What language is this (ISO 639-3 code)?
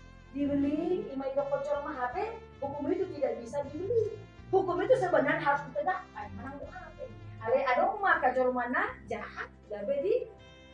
bbc